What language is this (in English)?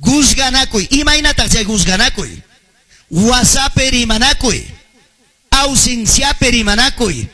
Ayacucho Quechua